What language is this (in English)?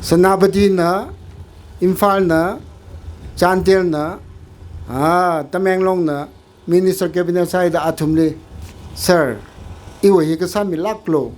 Tangkhul Naga (India)